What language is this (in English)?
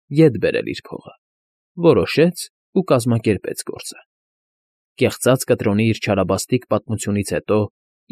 Armenian